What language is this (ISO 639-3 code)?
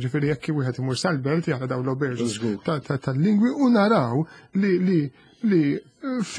mlt